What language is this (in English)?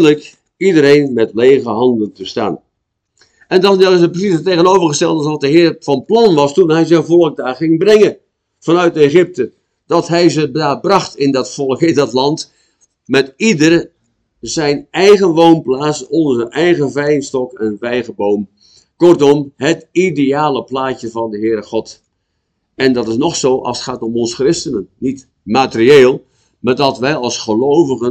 Dutch